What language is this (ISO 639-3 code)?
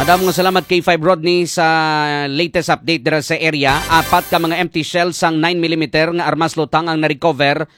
hil